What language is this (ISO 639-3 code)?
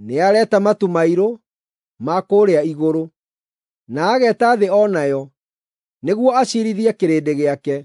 kik